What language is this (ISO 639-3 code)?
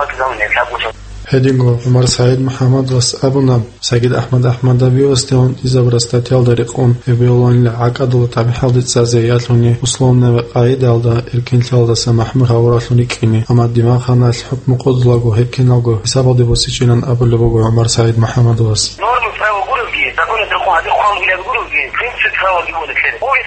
ava